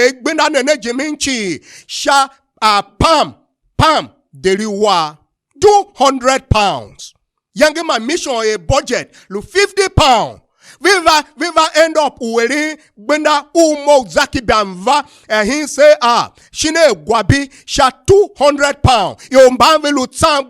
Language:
Tiv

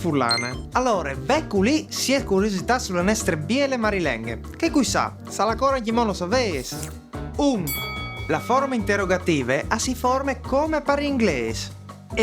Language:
Friulian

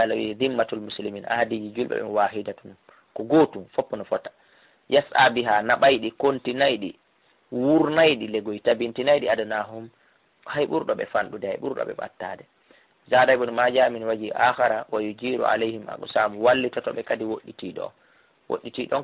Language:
Fula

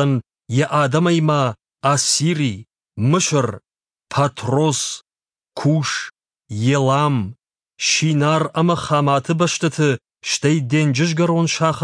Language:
Ossetic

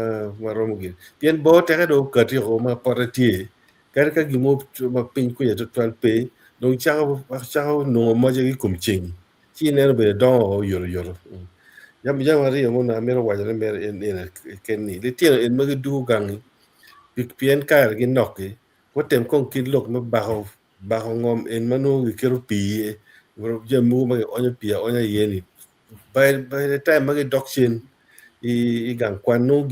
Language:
Acoli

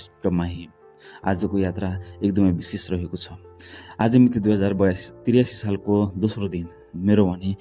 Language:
Nepali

